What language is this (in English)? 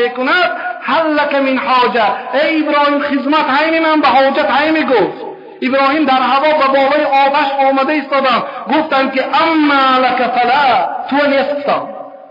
Tajik